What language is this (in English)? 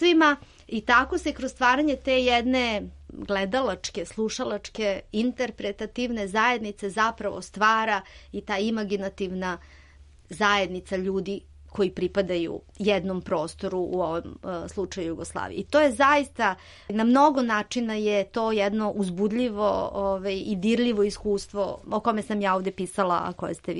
Serbian